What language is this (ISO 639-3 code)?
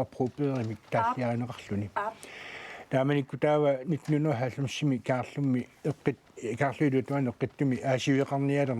kal